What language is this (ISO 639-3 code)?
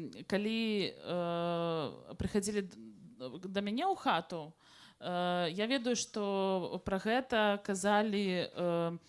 bel